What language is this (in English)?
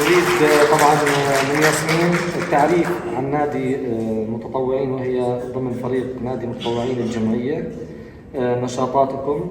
North Levantine Arabic